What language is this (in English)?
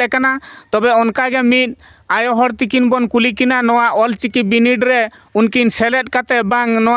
Santali